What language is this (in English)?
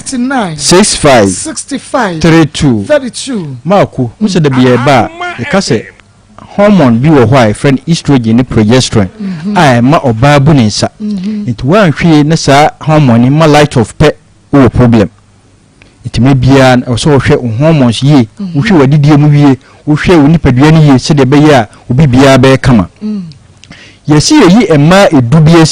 Akan